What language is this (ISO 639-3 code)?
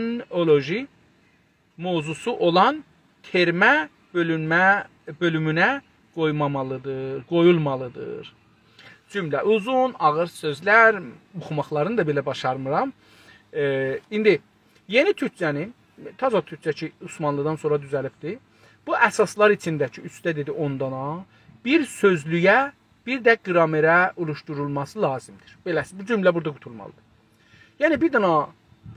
azb